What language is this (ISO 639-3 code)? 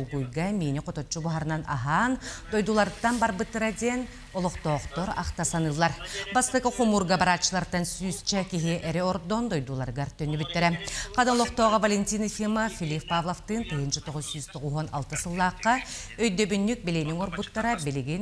sah